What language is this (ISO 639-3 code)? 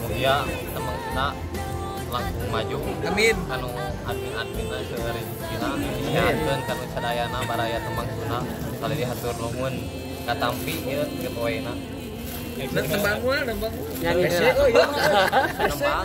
sun